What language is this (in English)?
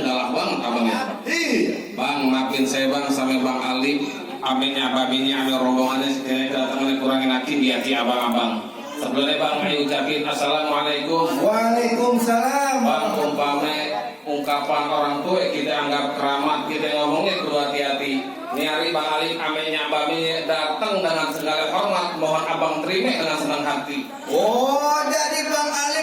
Betawi